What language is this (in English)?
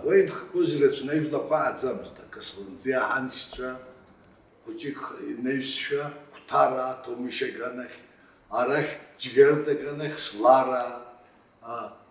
Abkhazian